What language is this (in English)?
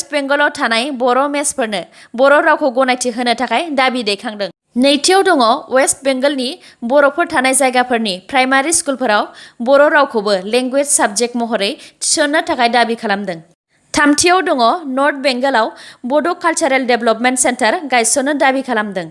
Bodo